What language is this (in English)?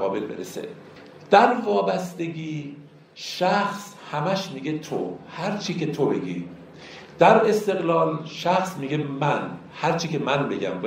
Persian